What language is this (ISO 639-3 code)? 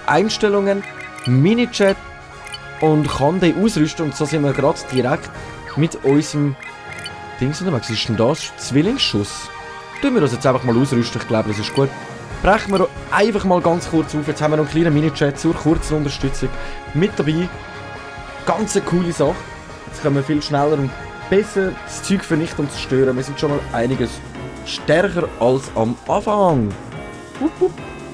gsw